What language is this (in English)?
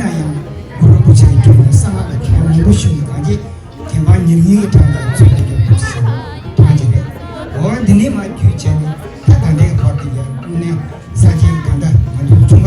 Tibetan